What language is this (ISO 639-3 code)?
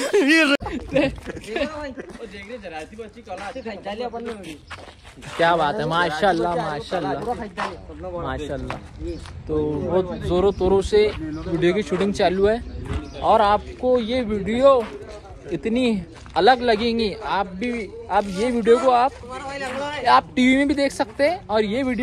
hin